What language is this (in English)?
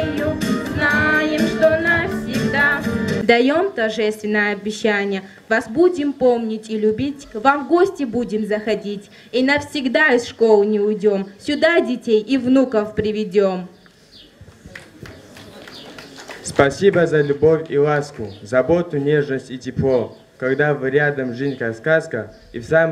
Russian